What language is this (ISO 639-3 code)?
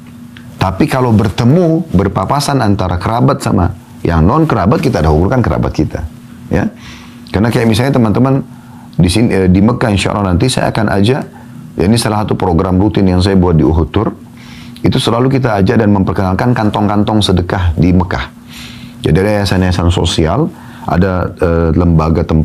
ind